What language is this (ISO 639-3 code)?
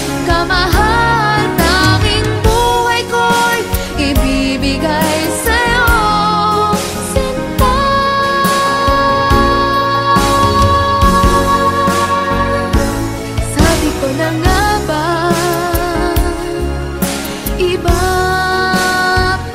fil